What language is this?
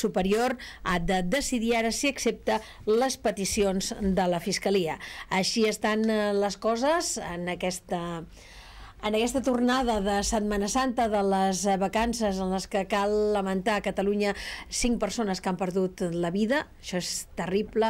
Catalan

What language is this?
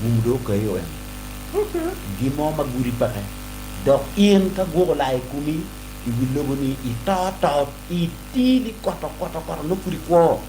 Acoli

